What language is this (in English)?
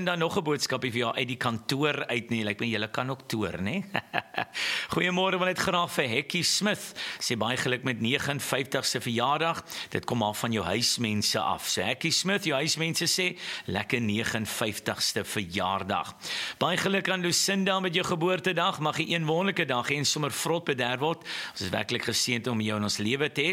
Afrikaans